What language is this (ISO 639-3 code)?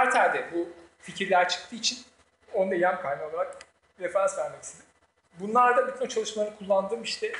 tur